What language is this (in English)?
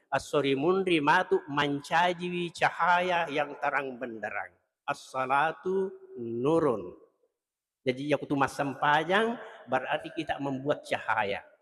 Buginese